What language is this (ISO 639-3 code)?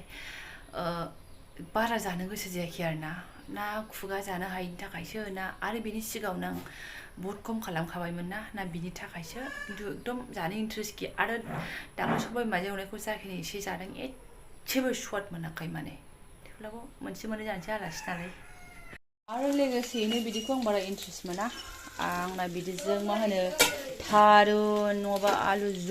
brx